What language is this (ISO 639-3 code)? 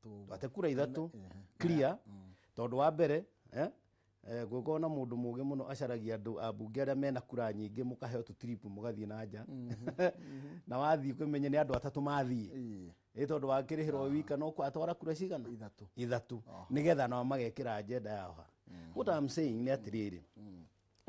kik